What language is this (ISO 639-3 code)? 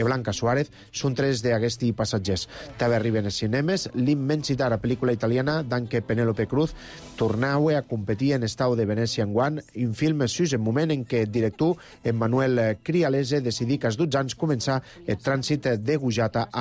cat